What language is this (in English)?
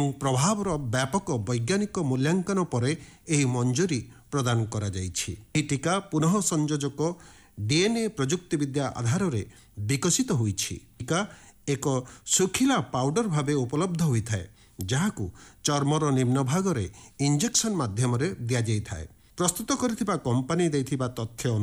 Odia